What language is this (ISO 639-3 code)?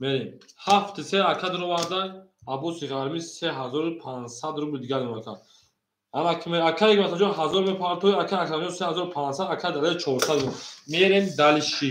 tgk